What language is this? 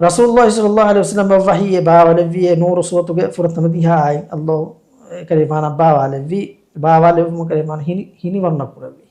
Divehi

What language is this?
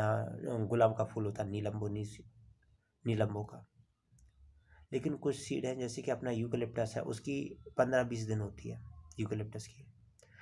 Hindi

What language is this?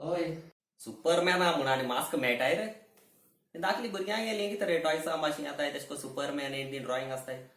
Konkani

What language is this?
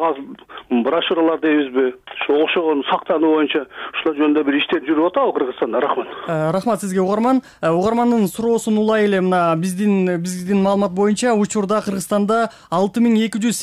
Kyrgyz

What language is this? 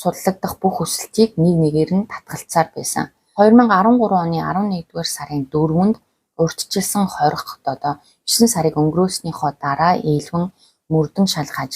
Mongolian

